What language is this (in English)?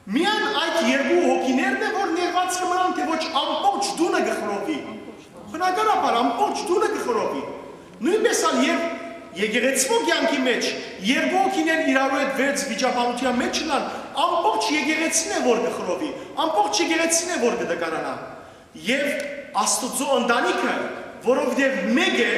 Western Armenian